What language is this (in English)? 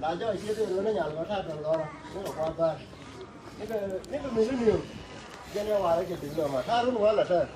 Nuer